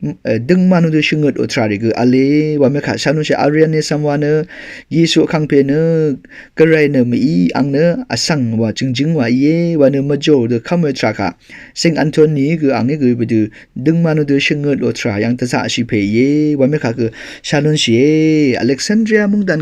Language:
Rawang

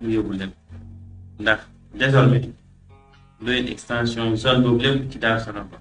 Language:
Wolof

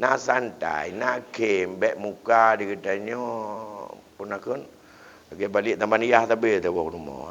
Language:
Achinese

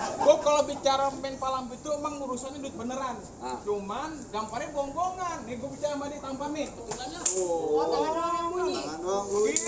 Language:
Betawi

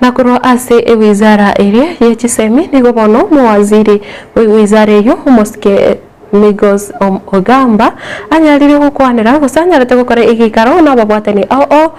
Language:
Gusii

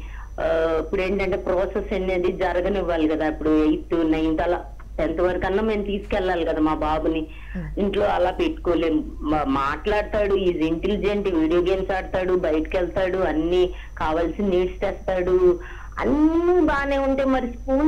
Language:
Telugu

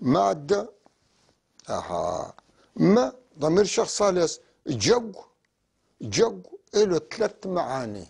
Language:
North Levantine Arabic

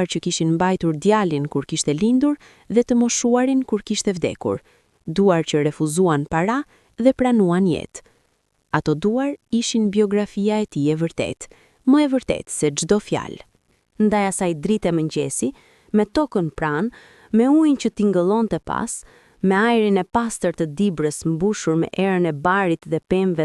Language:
Albanian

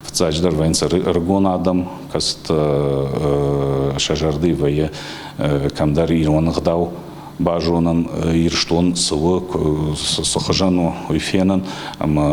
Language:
Ossetic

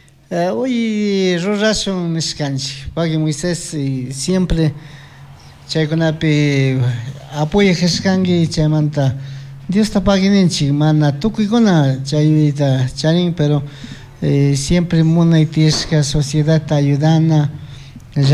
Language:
Chimborazo Highland Quichua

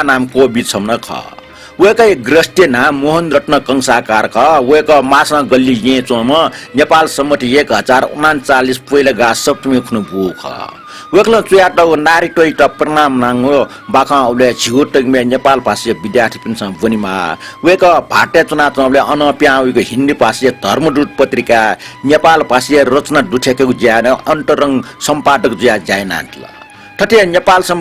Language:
Newari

